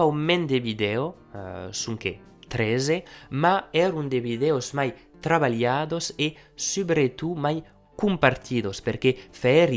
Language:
Occitan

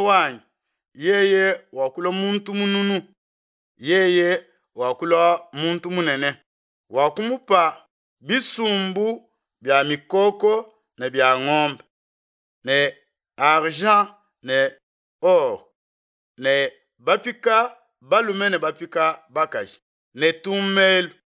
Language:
Luba-Lulua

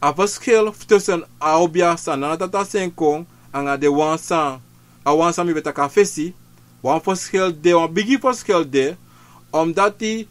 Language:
Sranan Tongo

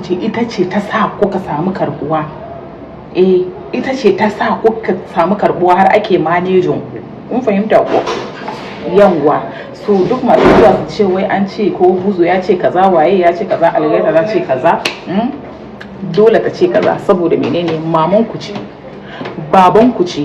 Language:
Hausa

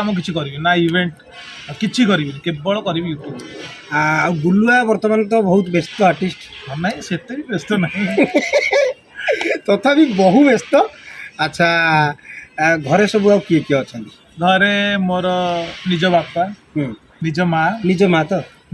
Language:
Odia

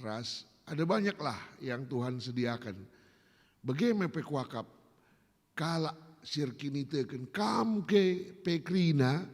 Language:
Batak Karo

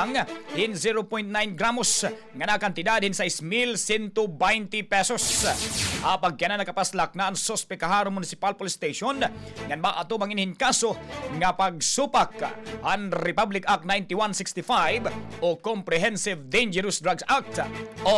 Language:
Waray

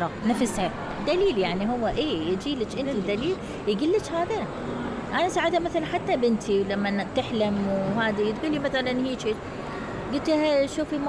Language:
Mesopotamian Arabic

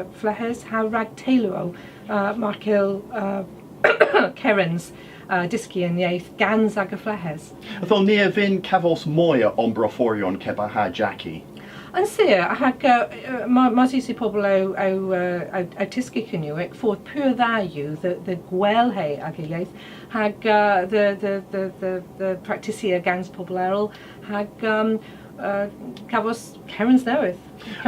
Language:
Cornish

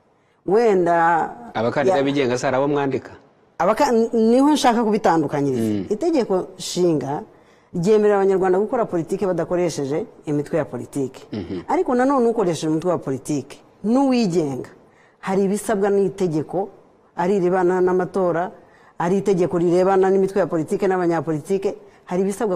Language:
Kinyarwanda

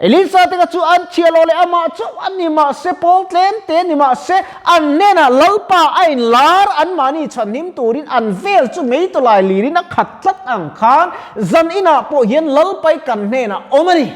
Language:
Mizo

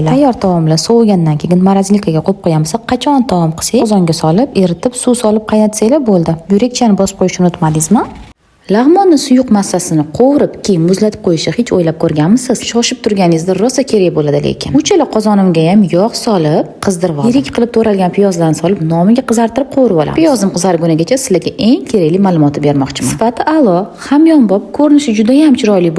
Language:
Uzbek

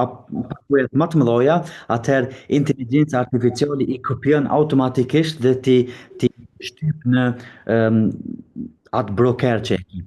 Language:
Albanian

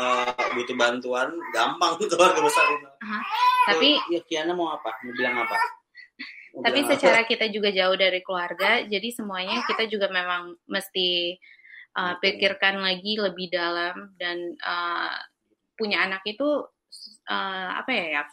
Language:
Indonesian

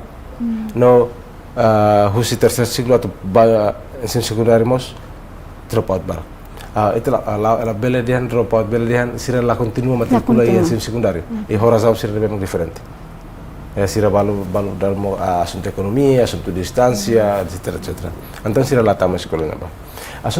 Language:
Tetum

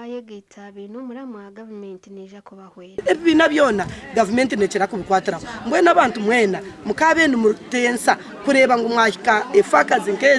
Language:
Nyankole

